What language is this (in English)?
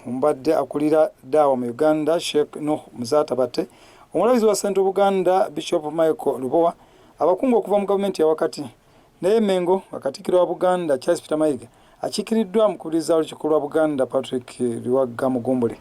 Ganda